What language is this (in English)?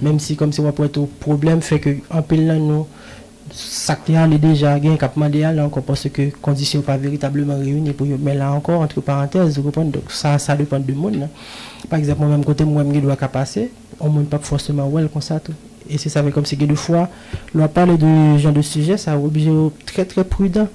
Haitian Creole